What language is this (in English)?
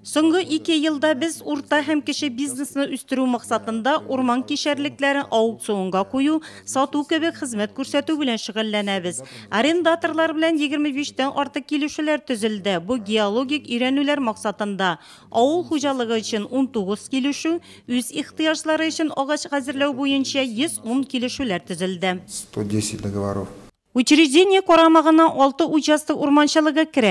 Tatar